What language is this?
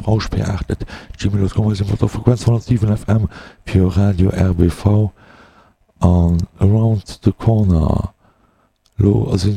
Luxembourgish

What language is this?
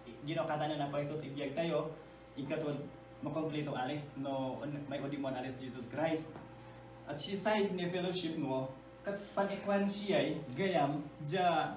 Iloko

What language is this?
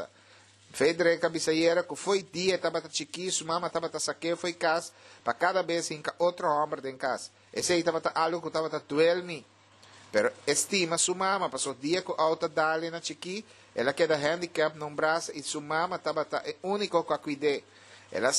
Papiamento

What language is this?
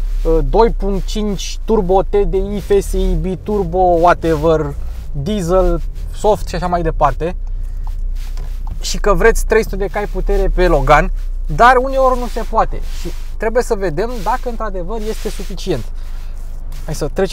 Romanian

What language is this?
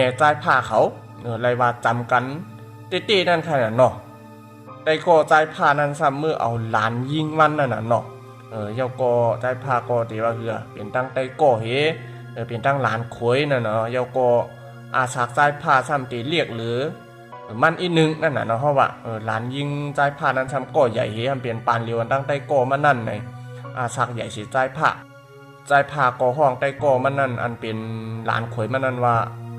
Shan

